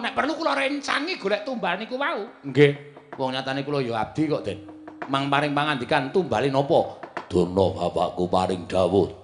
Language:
Javanese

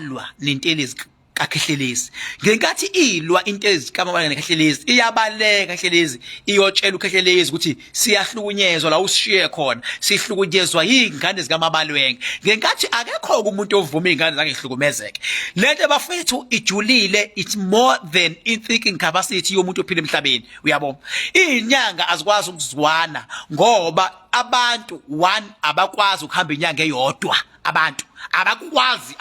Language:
Zulu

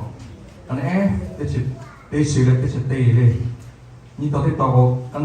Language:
Lahu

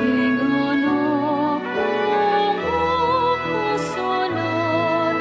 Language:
Pampanga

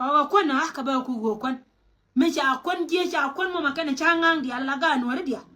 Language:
Nuer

